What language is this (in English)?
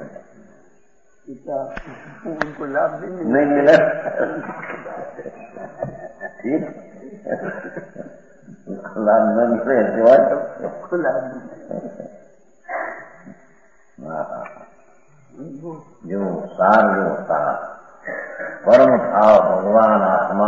Gujarati